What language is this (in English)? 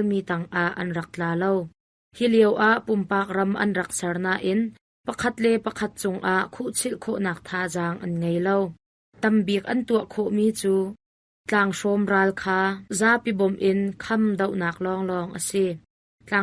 Hakha Chin